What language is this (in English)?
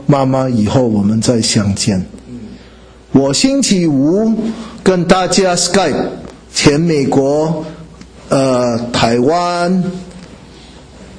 Chinese